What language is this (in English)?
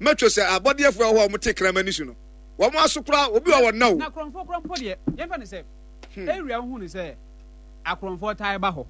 Akan